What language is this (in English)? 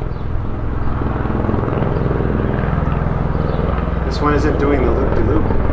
English